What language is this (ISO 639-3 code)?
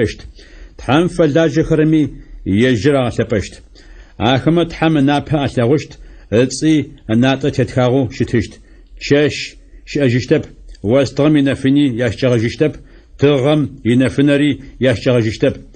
ady